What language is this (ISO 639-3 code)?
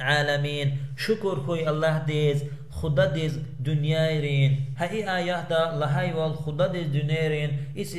lez